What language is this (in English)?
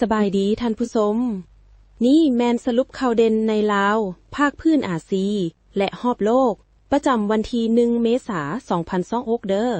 Lao